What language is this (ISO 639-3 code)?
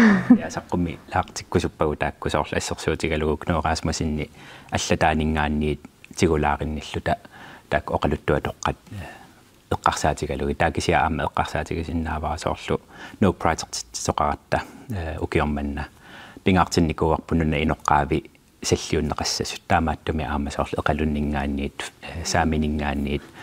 kal